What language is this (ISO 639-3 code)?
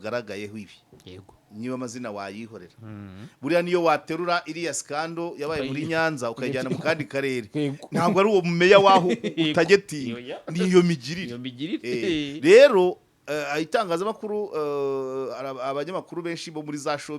kin